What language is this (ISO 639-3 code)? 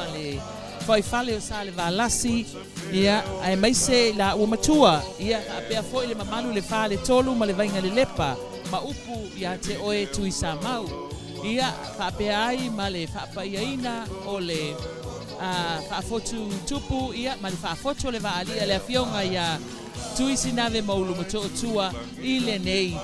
smo